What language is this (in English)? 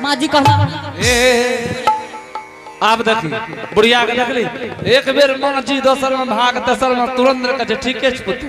Angika